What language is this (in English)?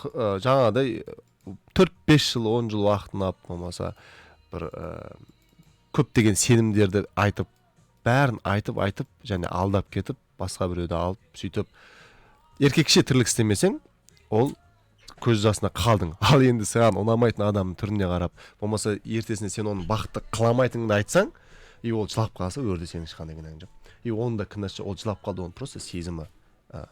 Kazakh